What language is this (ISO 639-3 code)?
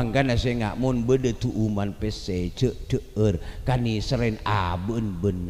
mad